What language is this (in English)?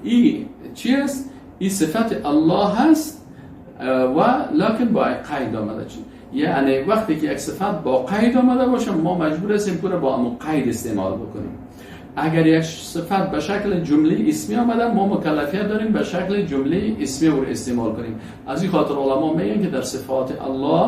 Persian